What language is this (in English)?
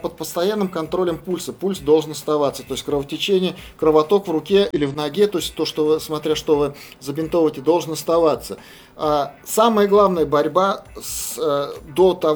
Russian